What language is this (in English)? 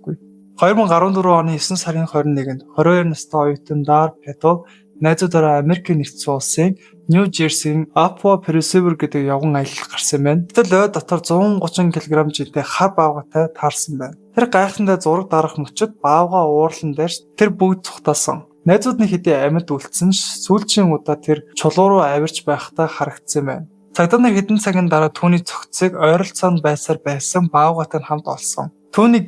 Mongolian